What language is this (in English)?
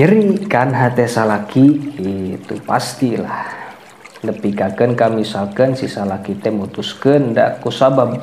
Sundanese